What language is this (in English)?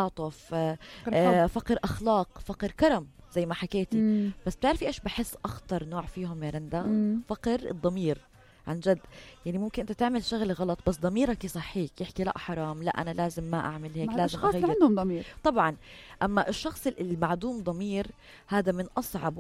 North Levantine Arabic